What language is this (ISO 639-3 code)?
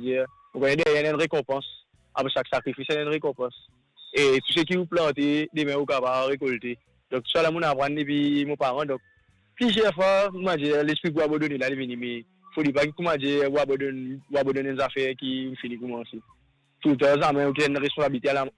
mfe